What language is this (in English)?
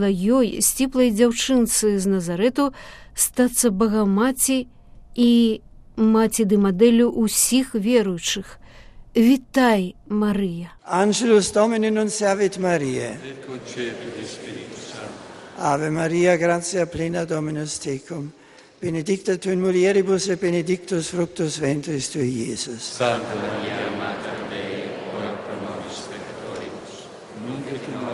Belarusian